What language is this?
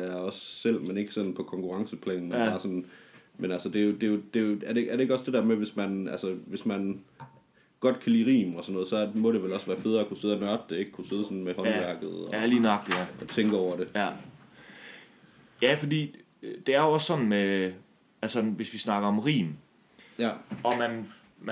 Danish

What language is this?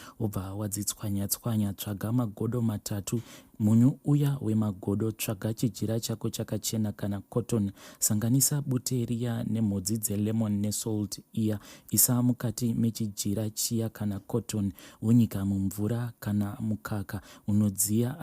Shona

